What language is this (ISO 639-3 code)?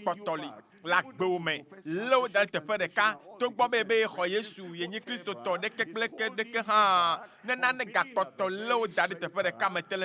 ewe